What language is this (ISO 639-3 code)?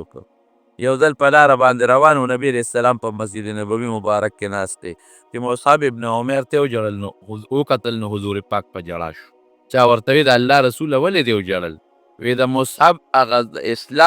pus